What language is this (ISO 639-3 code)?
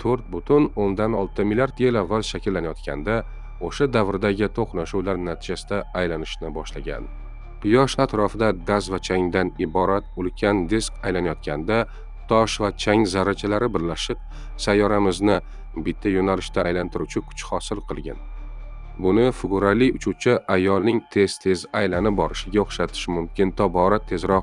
uzb